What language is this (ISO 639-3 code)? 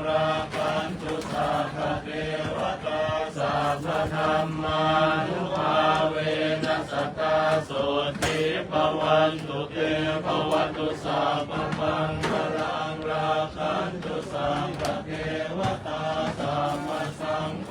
pli